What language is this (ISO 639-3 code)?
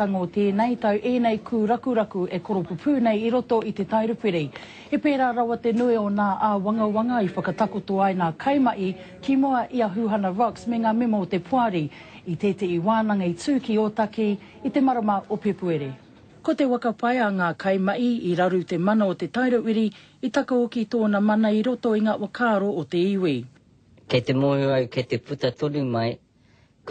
mri